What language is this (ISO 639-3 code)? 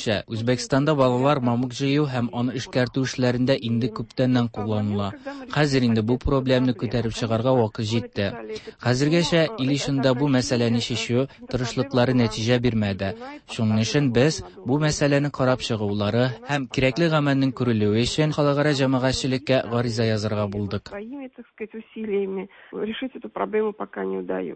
tat